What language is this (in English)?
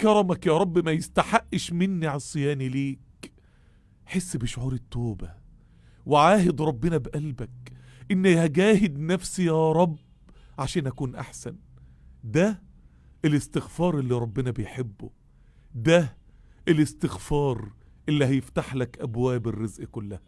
Egyptian Arabic